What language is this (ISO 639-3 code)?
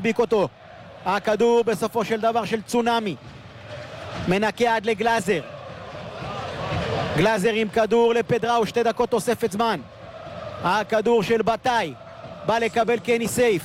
heb